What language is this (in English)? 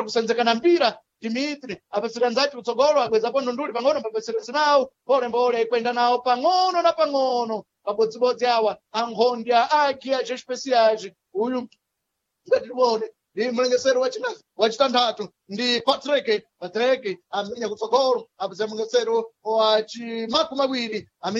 Sena